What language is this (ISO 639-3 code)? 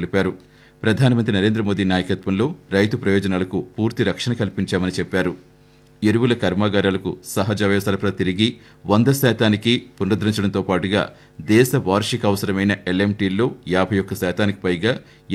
tel